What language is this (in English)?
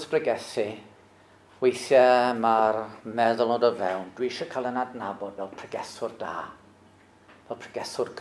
Welsh